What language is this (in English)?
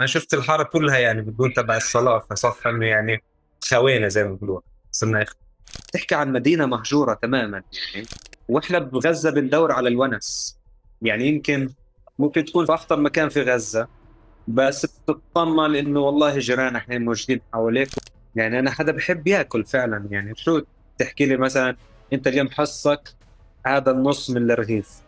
North Levantine Arabic